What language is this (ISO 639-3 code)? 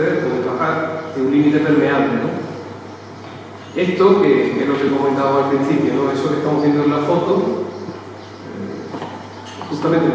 spa